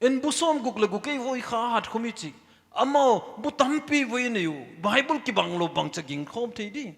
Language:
Paite Chin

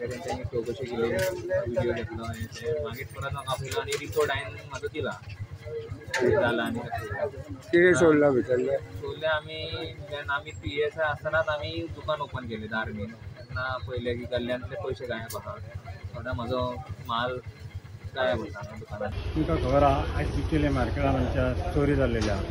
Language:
Konkani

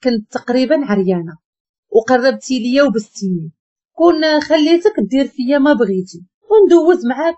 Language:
Moroccan Arabic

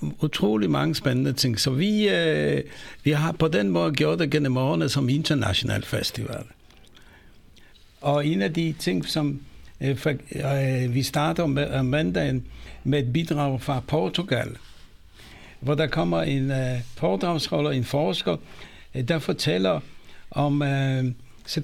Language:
Danish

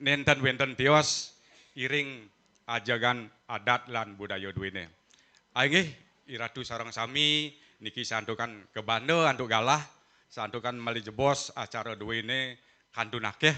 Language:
Balinese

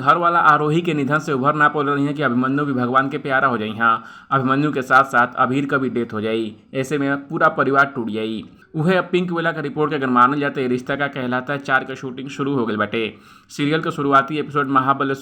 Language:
Bhojpuri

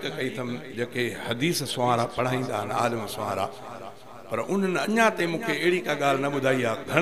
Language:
Sindhi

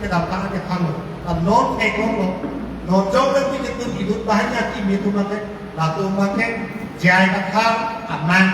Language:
Karbi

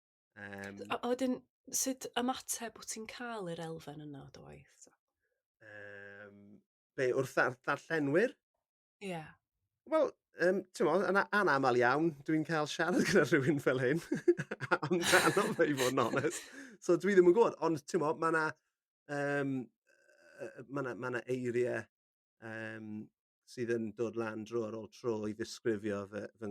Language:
Welsh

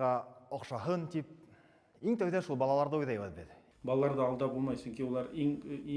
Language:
Bashkir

